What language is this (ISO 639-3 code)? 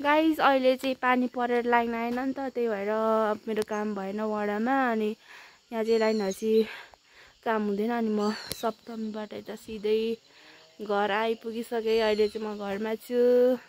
nep